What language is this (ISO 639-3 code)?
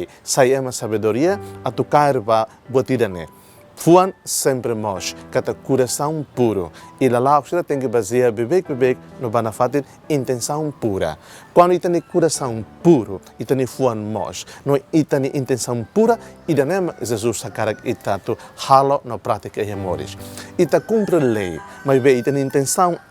tet